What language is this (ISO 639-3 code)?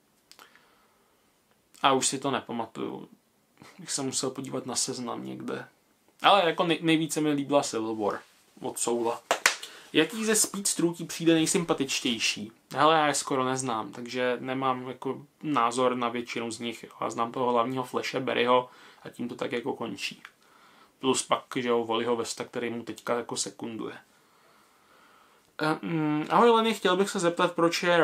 ces